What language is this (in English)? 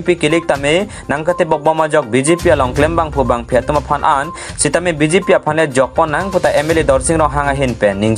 Karbi